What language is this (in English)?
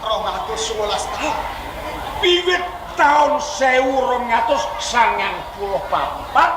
Javanese